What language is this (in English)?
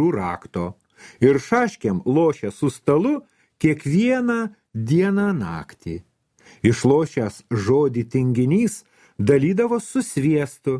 Lithuanian